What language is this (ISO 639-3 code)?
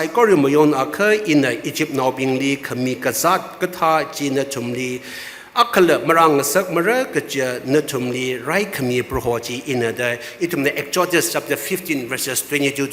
nmf